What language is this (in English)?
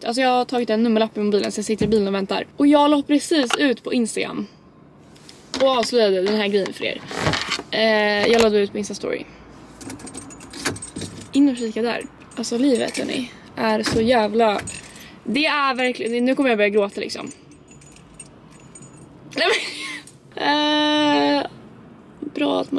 Swedish